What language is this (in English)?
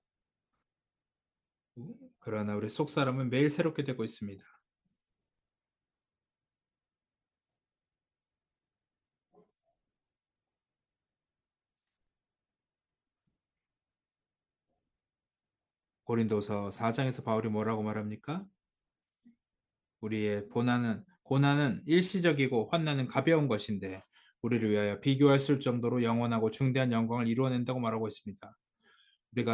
Korean